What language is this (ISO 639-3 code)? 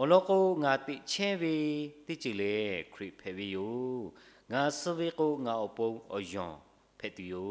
lhu